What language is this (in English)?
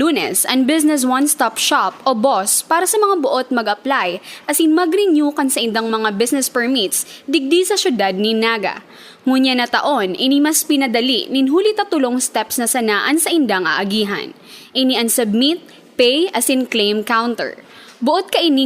Bikol